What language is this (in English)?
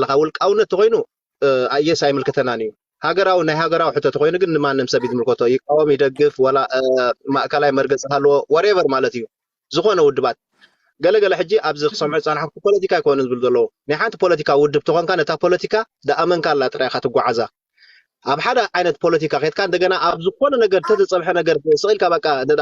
Tigrinya